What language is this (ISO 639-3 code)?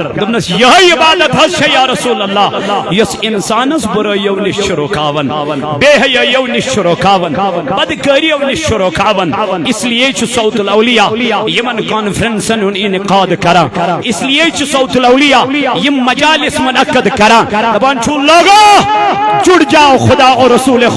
kas